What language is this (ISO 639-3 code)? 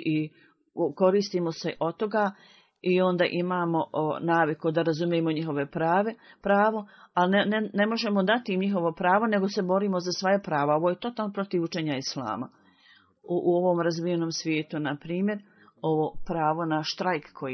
bos